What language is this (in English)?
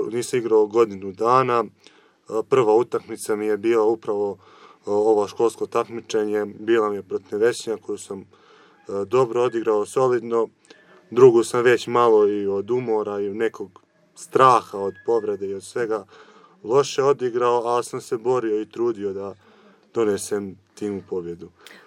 Serbian